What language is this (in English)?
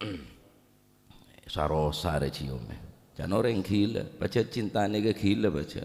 Madurese